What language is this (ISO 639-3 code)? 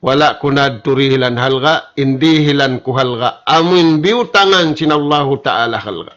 tsg